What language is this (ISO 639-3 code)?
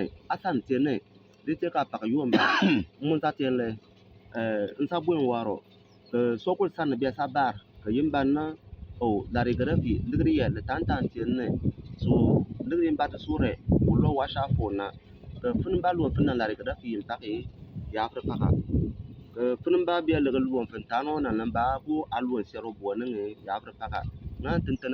bim